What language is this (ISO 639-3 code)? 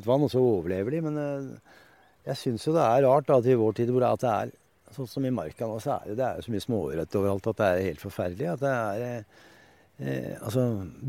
nor